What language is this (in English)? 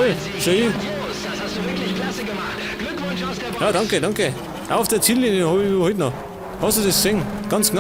Bavarian